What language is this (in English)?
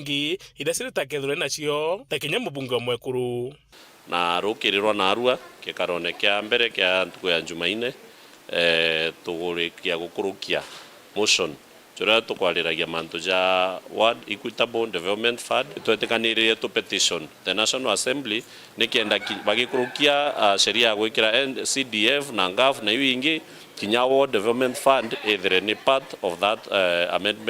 Meru